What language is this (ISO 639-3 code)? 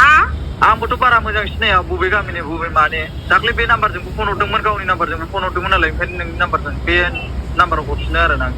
brx